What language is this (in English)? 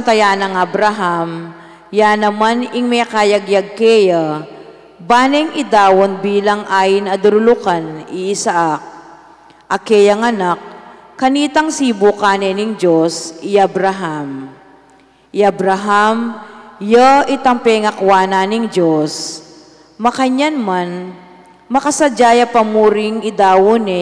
Pampanga